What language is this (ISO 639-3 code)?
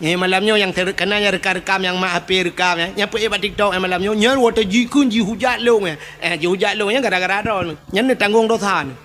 ace